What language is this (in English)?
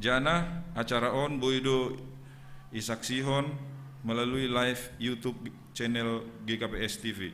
Batak Simalungun